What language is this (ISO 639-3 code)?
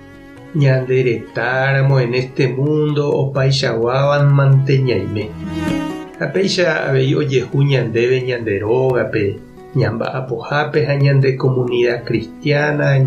grn